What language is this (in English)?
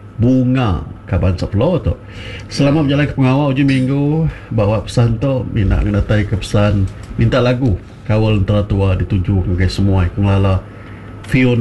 Iban